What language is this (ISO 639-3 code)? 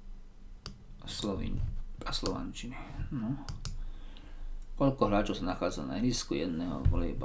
slk